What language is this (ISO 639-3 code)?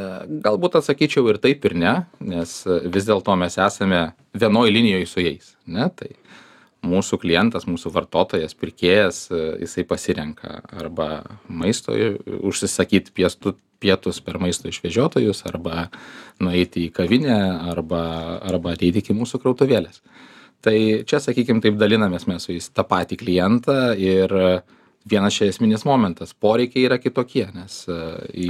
lit